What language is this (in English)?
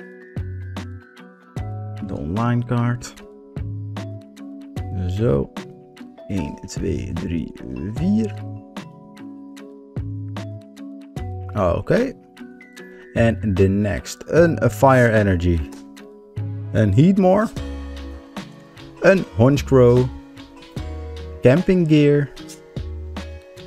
Dutch